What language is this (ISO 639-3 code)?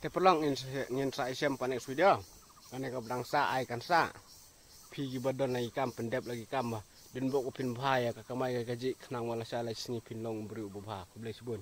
kha